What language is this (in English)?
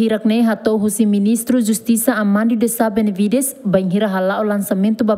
Tetum